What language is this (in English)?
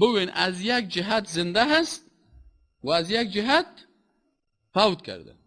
Persian